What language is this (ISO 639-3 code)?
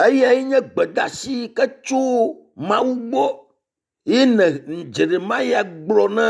ewe